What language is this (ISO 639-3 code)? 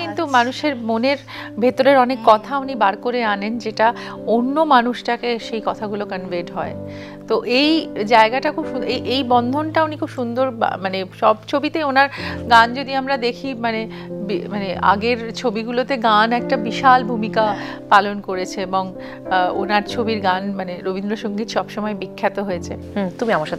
ben